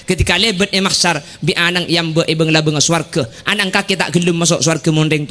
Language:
Madurese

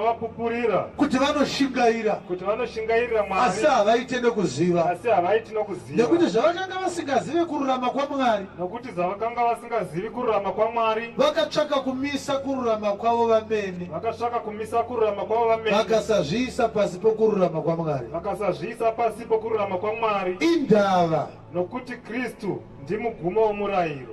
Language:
Shona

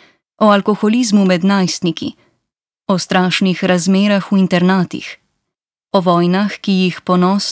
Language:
Slovenian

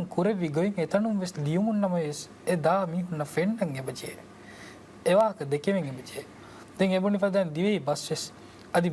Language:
Divehi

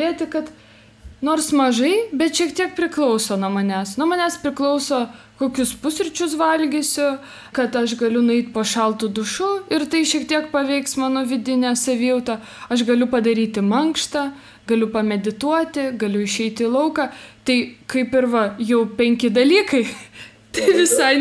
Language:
Lithuanian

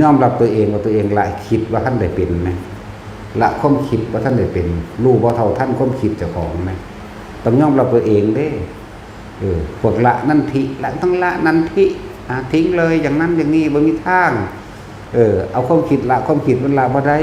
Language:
Northeastern Thai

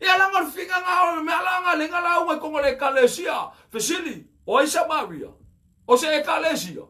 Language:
Samoan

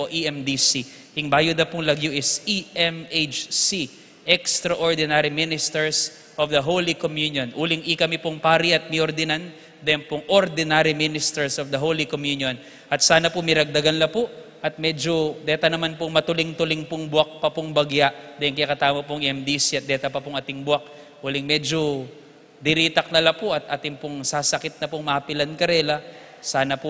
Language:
Pampanga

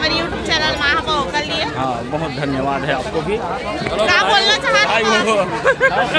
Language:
Chhattisgarhi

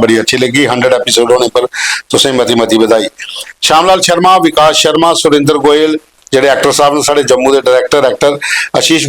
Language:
Dogri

